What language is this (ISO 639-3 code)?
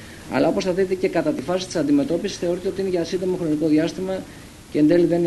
ell